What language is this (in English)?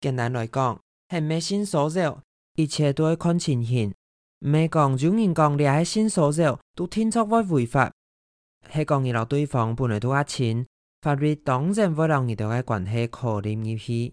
Hakka Chinese